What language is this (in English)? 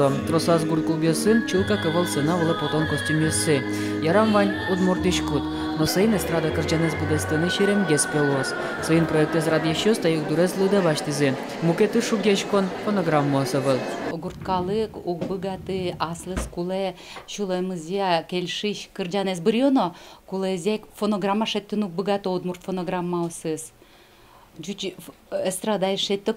Udmurt